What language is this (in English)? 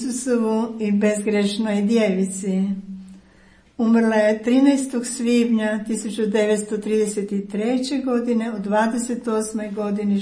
Croatian